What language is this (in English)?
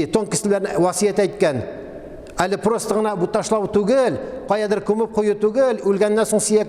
Tatar